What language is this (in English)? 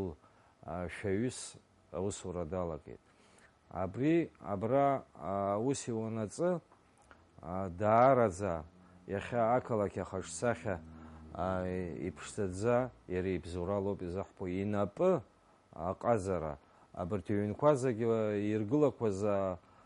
Abkhazian